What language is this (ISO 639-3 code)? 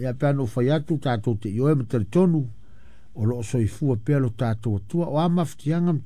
smo